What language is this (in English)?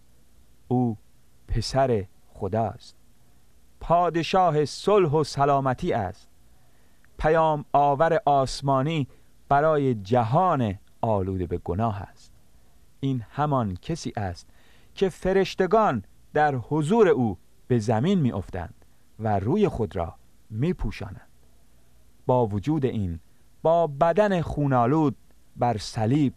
Persian